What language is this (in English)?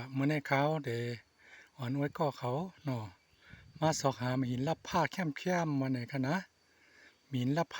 Shan